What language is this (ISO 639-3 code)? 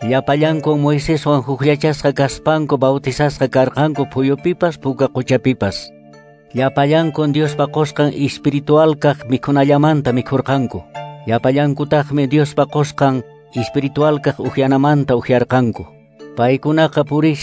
que